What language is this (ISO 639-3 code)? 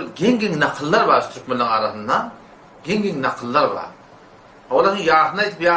tuk